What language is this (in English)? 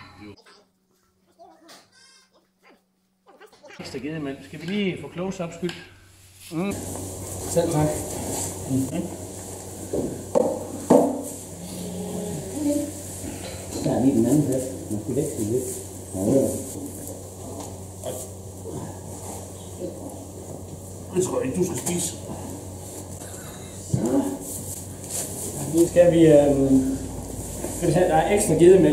Danish